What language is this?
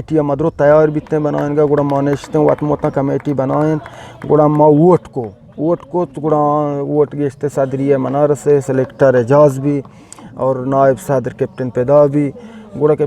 Eastern Balochi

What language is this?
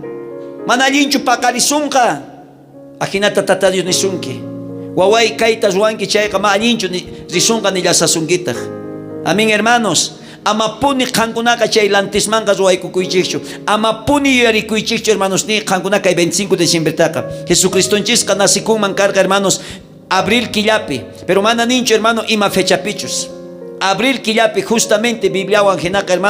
South Bolivian Quechua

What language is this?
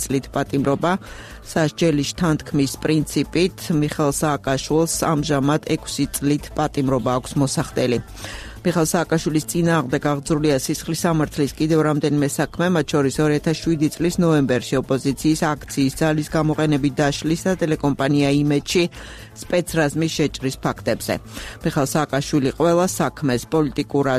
Georgian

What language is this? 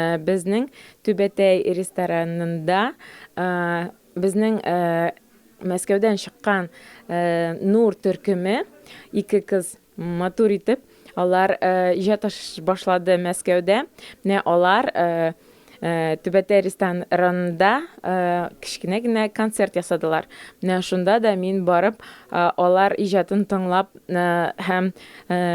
Tatar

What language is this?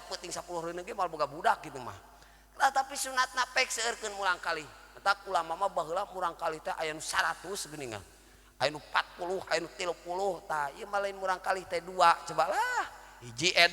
Sundanese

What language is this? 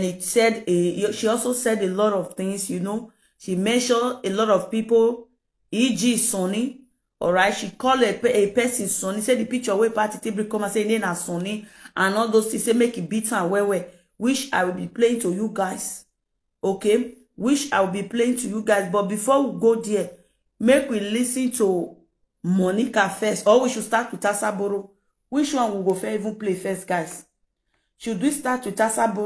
Nigerian Pidgin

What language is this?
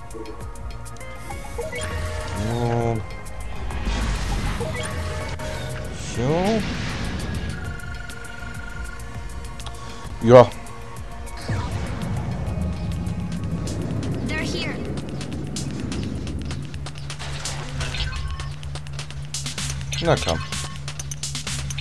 German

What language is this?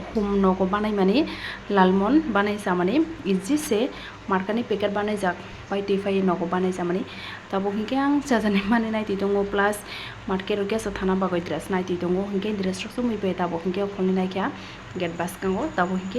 Kok Borok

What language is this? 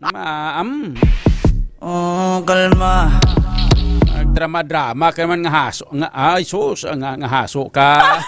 Hiligaynon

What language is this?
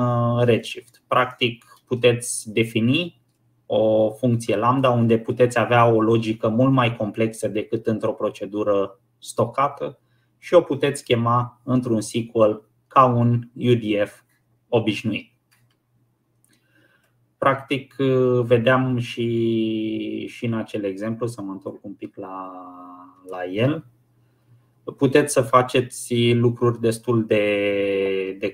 Romanian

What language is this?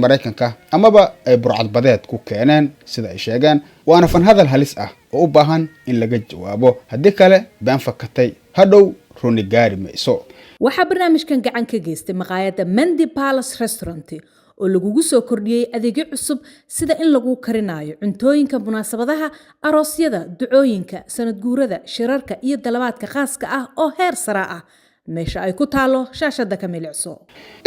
Somali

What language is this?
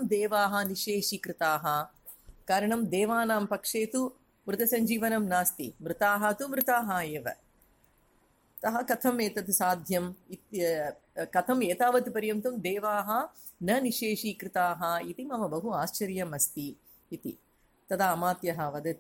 Sanskrit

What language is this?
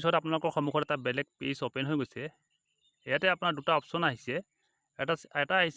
Assamese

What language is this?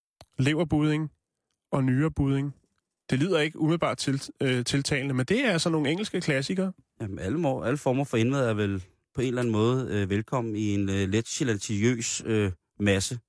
Danish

